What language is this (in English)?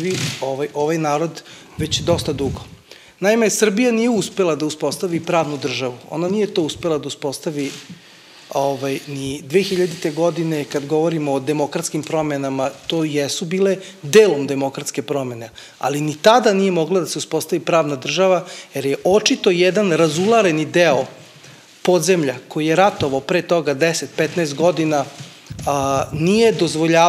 Serbian